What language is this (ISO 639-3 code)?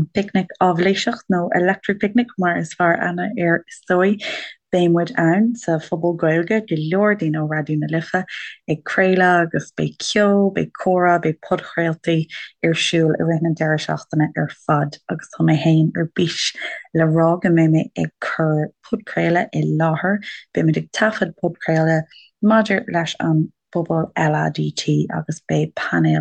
gle